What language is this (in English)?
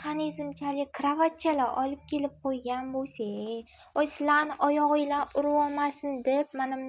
Uzbek